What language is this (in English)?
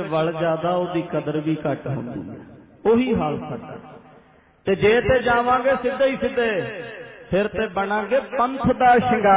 Punjabi